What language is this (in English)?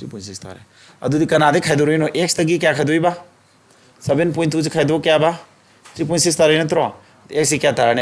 Manipuri